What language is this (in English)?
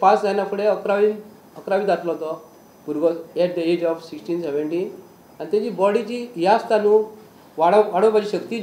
Konkani